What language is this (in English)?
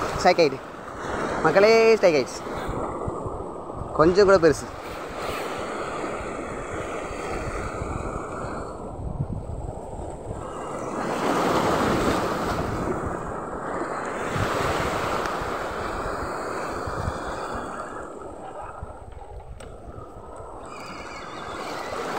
Tamil